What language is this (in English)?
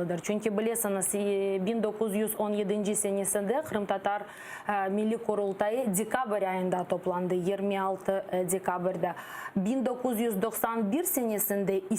Crimean Tatar